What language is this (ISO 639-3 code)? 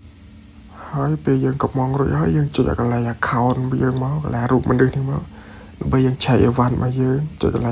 khm